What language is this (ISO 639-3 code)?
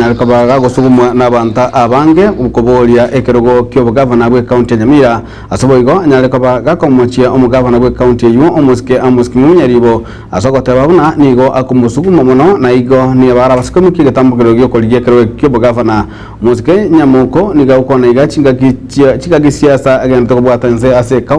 guz